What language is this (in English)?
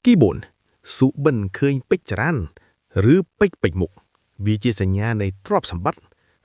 Khmer